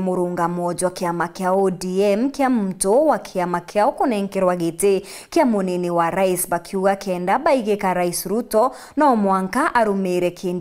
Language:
Meru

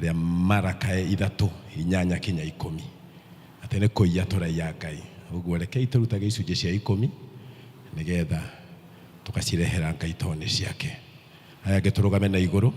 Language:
Kikuyu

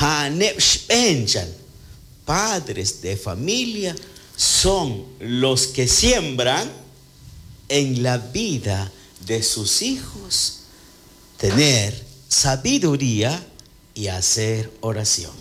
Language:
Kekchí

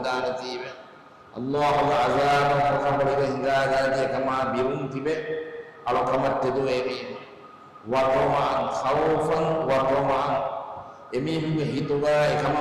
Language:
Divehi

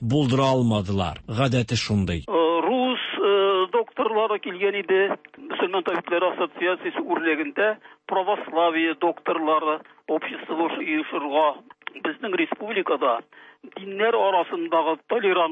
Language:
Tatar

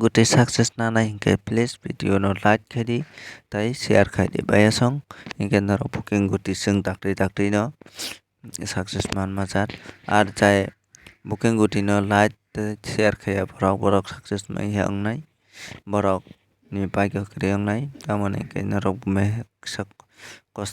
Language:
Kok Borok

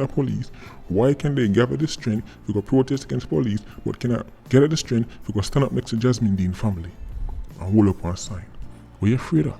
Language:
Jamaican Creole English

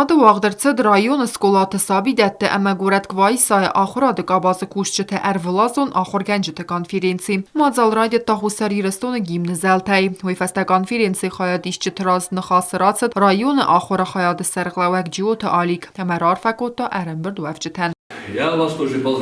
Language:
Ossetic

